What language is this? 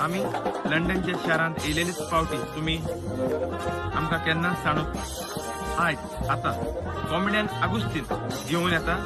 Konkani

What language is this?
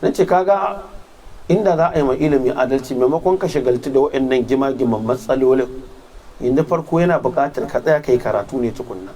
Hausa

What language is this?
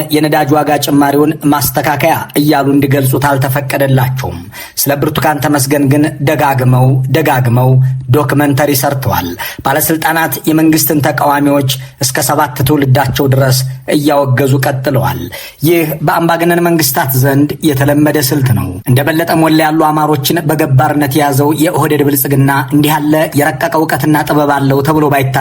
Amharic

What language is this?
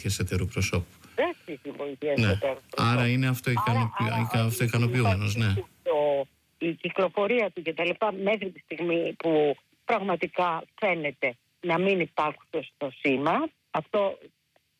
Greek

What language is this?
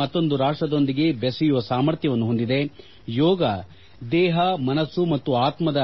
Kannada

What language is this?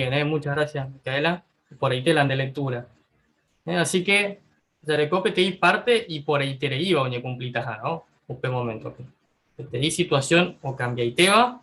Guarani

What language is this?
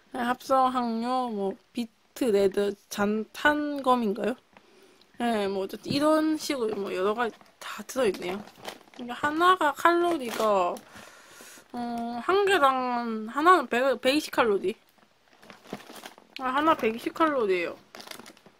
Korean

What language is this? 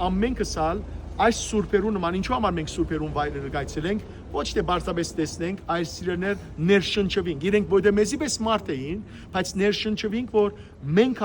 Western Armenian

